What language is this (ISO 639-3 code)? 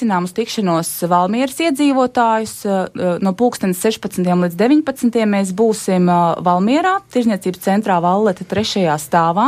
lav